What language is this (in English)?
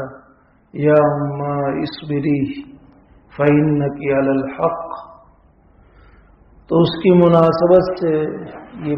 Urdu